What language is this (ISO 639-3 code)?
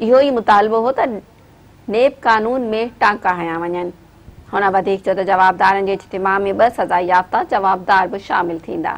snd